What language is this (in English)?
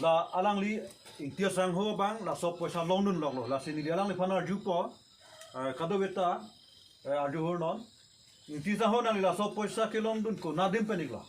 Karbi